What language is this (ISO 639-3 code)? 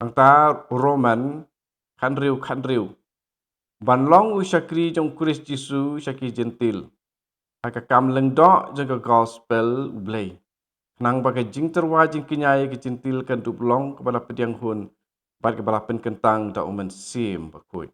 kha